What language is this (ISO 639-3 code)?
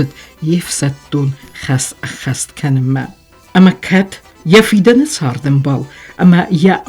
oss